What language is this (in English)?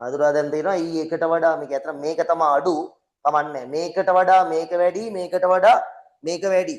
Sinhala